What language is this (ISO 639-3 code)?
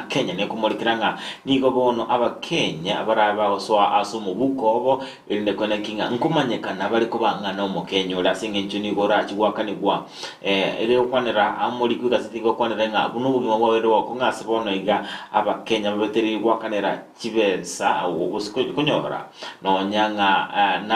guz